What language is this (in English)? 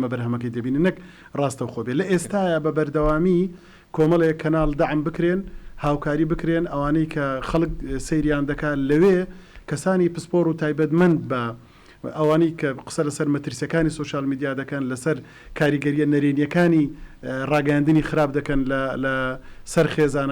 Central Kurdish